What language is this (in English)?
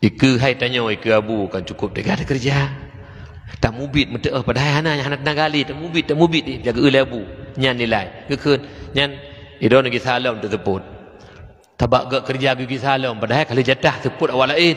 Achinese